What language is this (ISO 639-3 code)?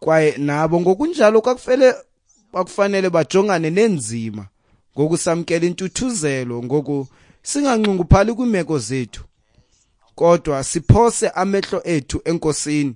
xho